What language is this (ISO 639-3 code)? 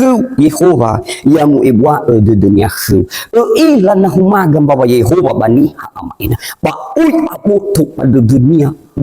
nia